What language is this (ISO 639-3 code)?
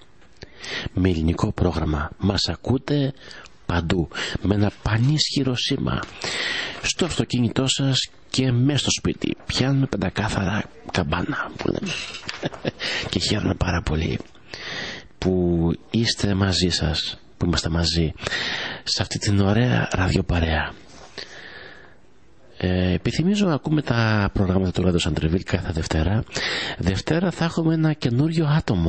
ell